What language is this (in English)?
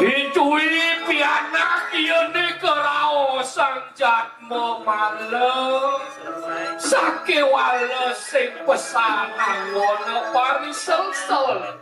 Balinese